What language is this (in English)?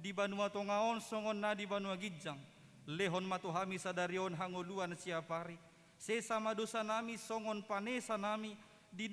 Batak Toba